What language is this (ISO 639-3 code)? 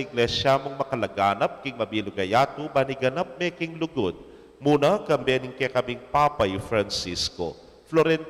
pam